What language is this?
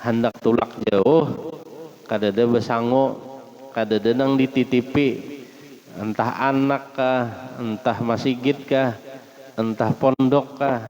Banjar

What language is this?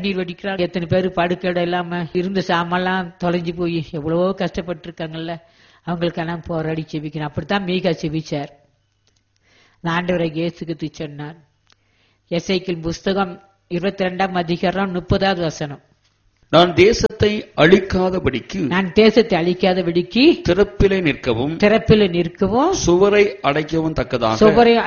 Tamil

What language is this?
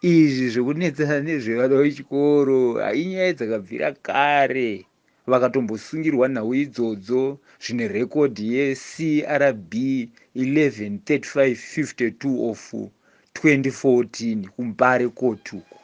Shona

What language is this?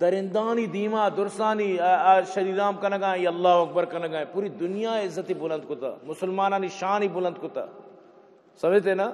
Eastern Balochi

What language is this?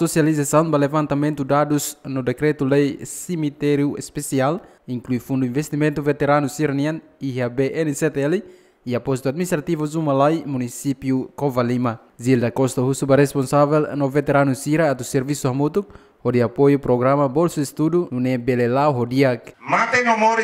Tetum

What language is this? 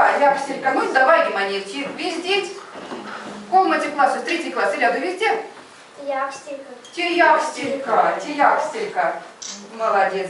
Erzya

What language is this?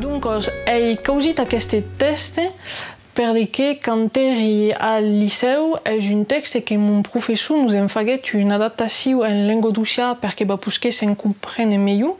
Occitan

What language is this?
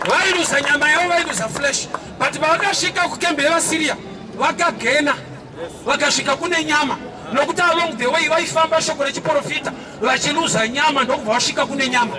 Shona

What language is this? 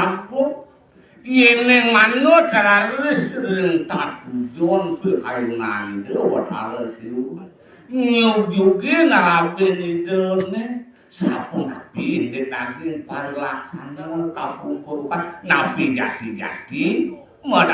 Balinese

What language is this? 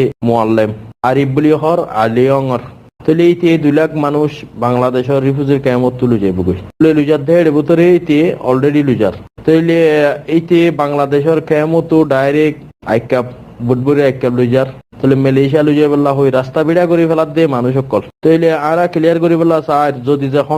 Rohingya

